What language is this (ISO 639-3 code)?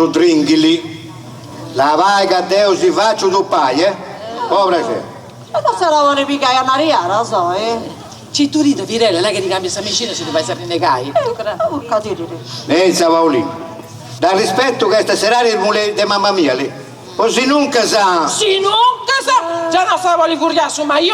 srd